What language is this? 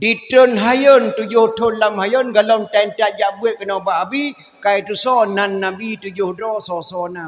Achinese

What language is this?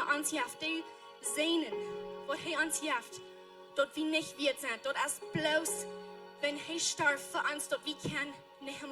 Plautdietsch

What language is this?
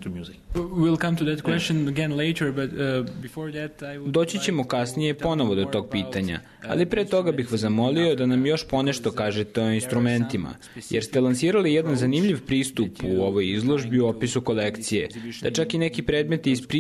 Serbian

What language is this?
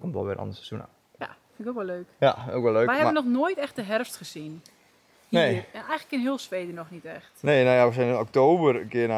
Dutch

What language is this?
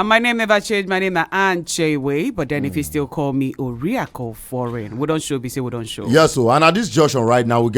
Nigerian Pidgin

